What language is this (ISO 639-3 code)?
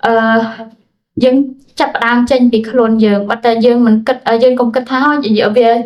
khm